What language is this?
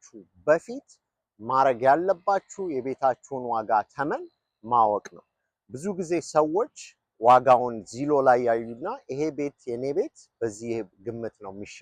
Amharic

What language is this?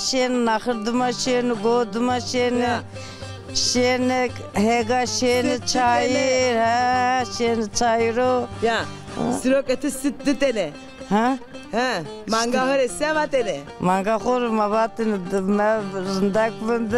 Zaza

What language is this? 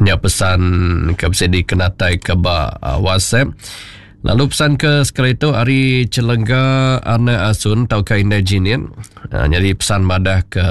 Iban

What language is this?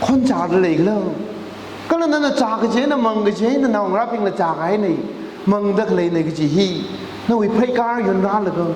Tangkhul Naga (India)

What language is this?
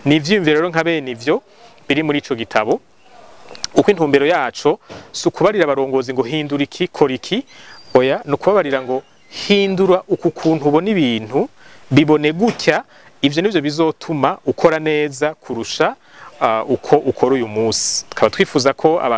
Rundi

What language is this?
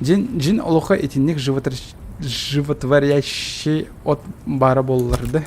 Yakut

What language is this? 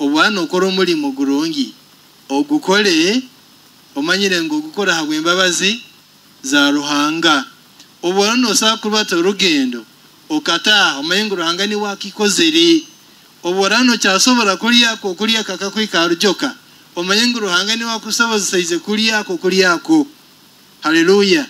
Nyoro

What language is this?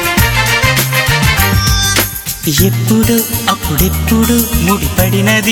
Telugu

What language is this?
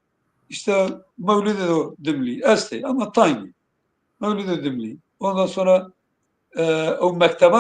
Zaza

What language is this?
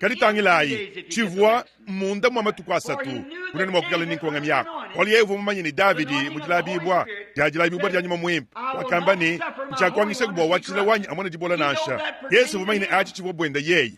Luba-Lulua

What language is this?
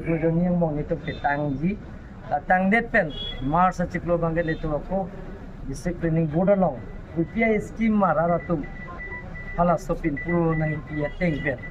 Karbi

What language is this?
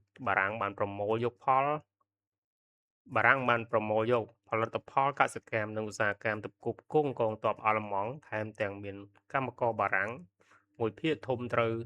Khmer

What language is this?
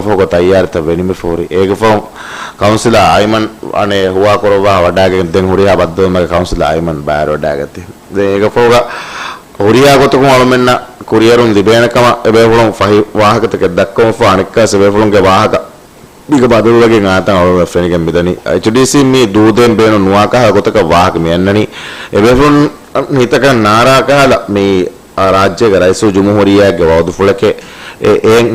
Divehi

